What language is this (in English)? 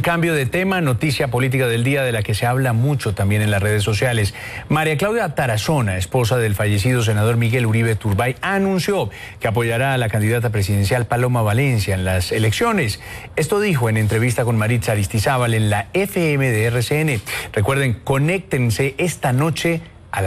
Spanish